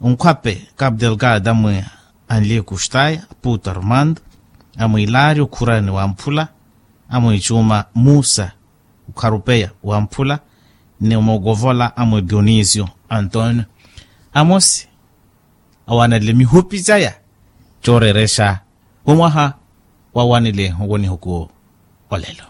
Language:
Makhuwa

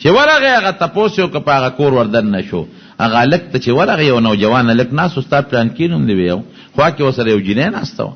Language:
Pashto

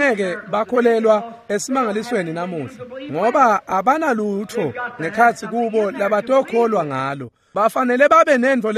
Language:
Swati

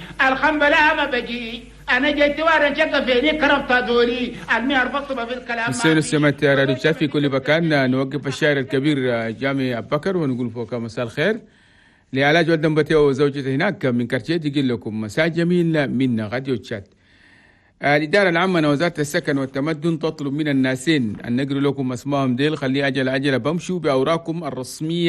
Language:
Chadian Arabic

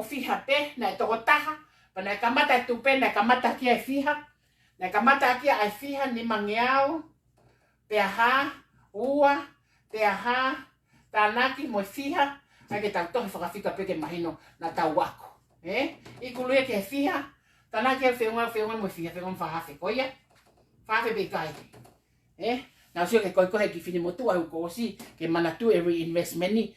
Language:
Tongan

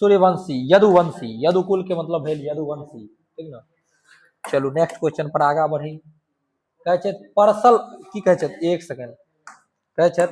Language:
Maithili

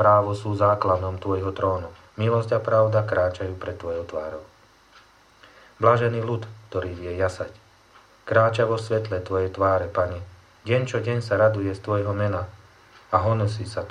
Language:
Slovak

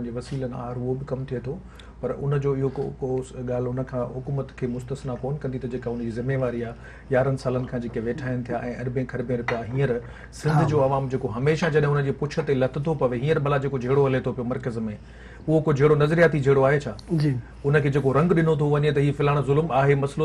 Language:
Sindhi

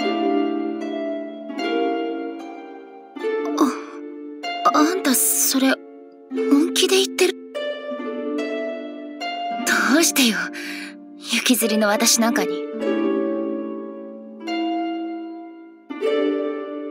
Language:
Japanese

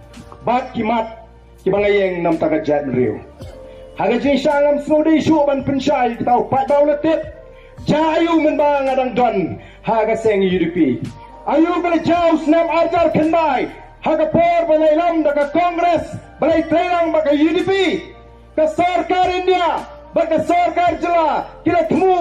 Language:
Khasi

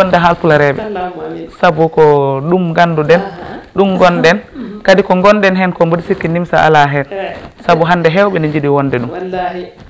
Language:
Fula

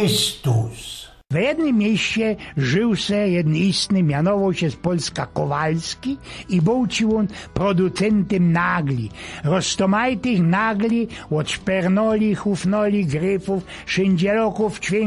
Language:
Silesian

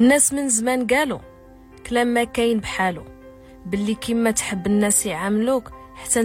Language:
Moroccan Arabic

